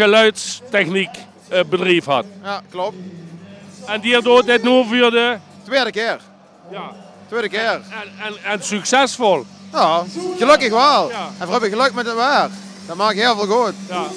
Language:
Limburgish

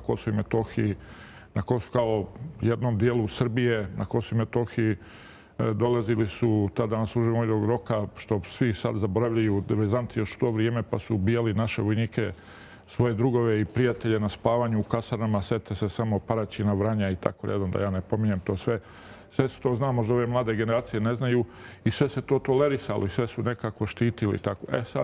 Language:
Serbian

